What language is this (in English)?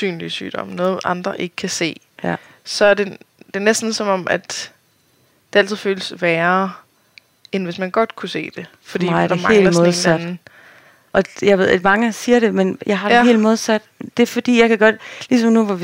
Danish